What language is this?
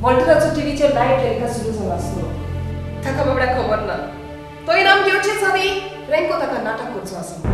Konkani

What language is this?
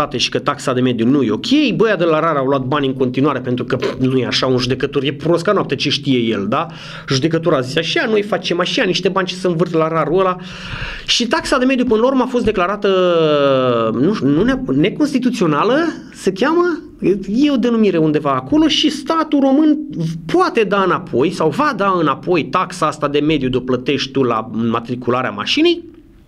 Romanian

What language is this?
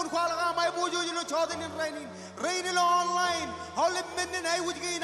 Marshallese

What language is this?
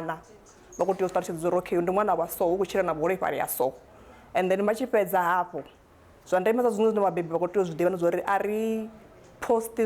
Venda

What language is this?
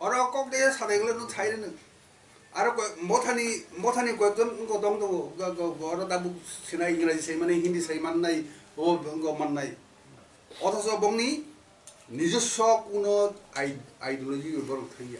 Kok Borok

